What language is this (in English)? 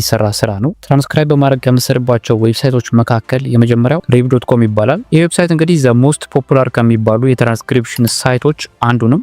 Amharic